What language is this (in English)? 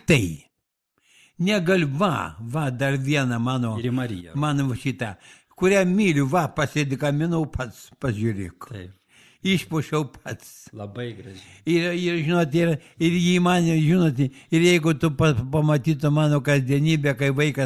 Lithuanian